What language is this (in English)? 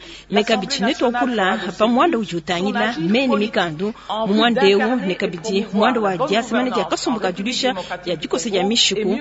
Luba-Lulua